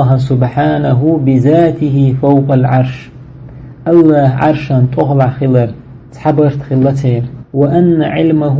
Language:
Chechen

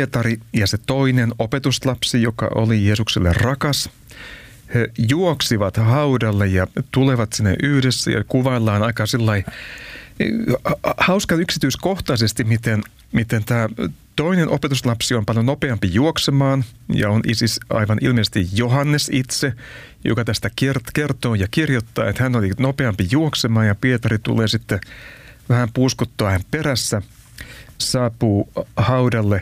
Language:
Finnish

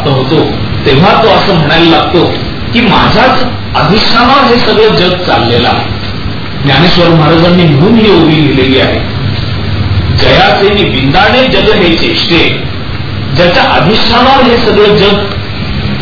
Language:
Marathi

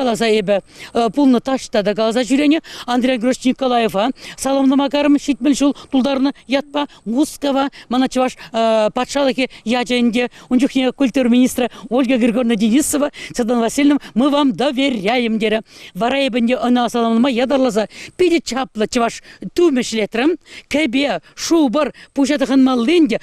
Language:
Chuvash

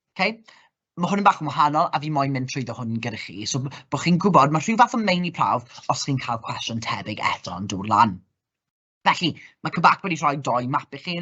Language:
Welsh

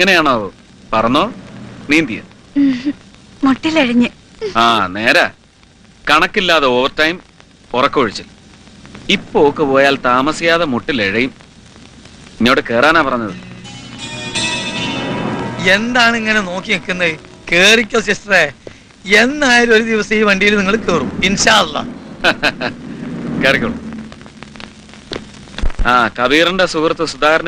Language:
Malayalam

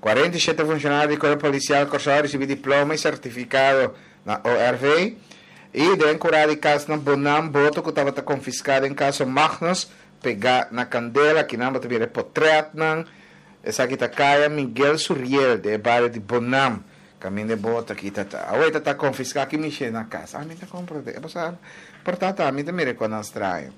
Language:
Papiamento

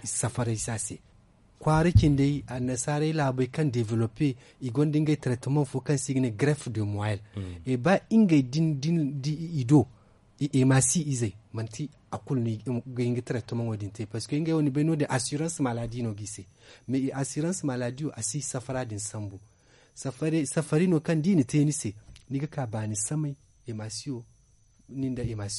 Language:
Zarma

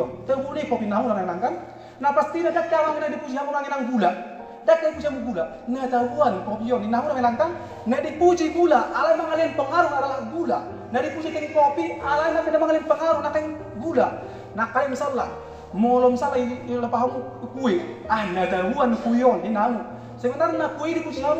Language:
Batak Toba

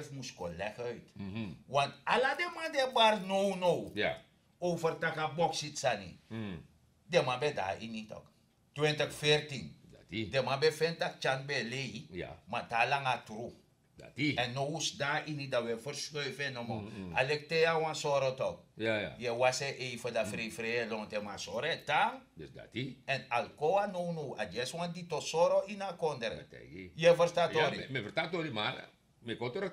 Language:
Sranan Tongo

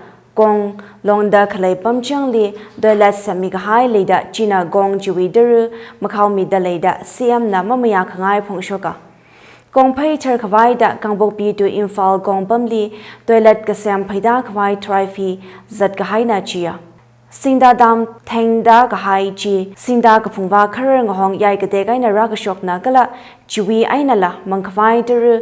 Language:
Tangkhul Naga (India)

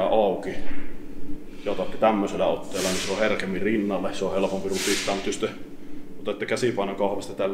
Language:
Finnish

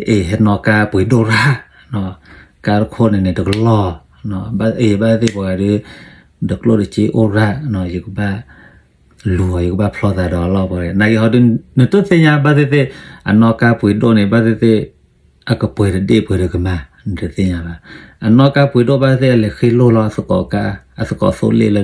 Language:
S'gaw Karen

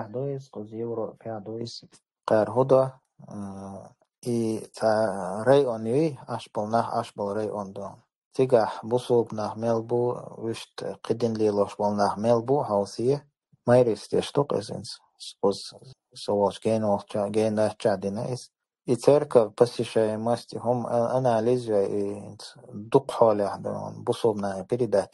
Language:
Chechen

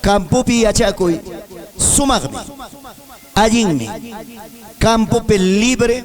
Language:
Ayacucho Quechua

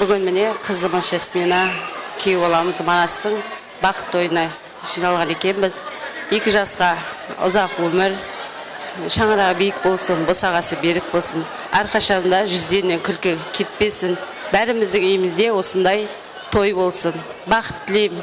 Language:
Kara-Kalpak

